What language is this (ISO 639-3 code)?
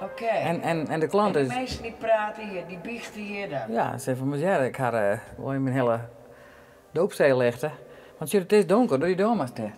fry